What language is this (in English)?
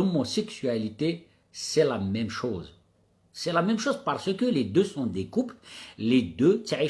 Kabyle